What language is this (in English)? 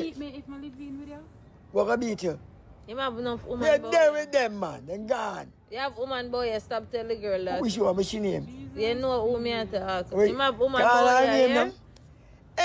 Jamaican Creole English